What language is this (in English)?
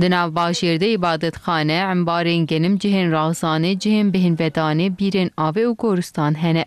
Kurdish